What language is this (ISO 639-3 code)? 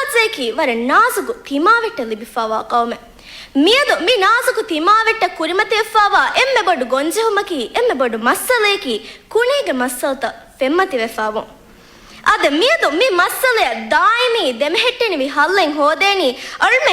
div